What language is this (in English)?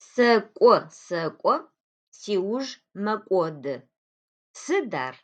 Adyghe